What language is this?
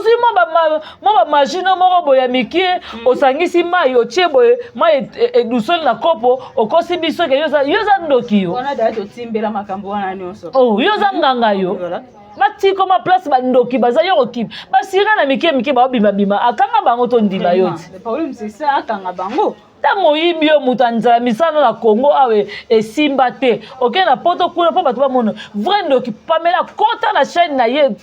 Lingala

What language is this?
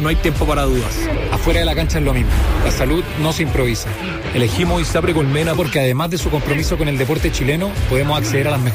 Spanish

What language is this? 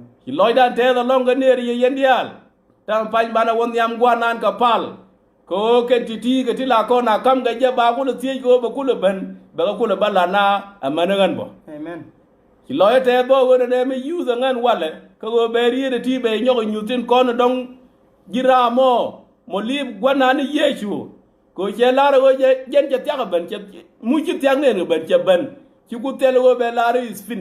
Nuer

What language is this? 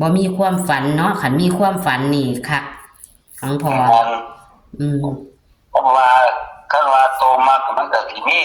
Northeastern Thai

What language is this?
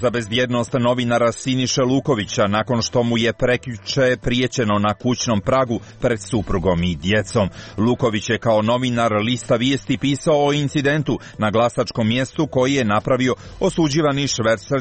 Serbian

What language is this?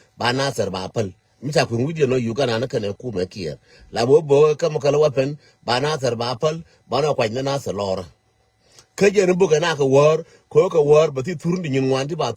Nuer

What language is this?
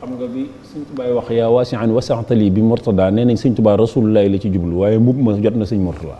Wolof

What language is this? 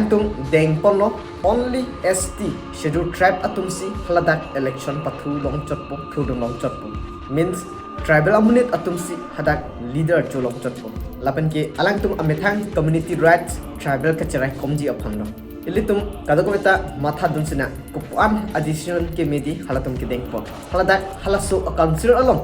Karbi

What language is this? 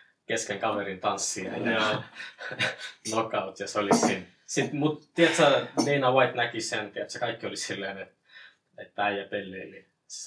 Finnish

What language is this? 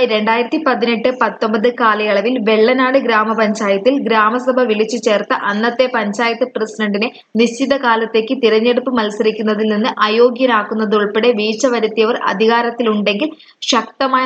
Malayalam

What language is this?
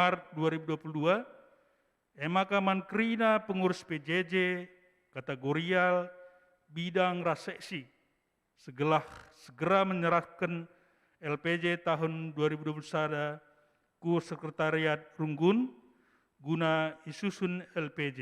Batak Karo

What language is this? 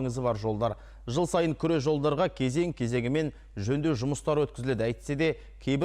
Kazakh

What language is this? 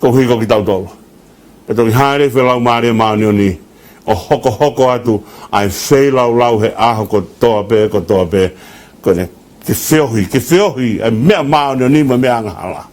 Tongan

